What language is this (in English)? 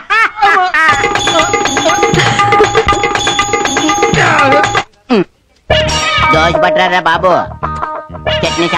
Telugu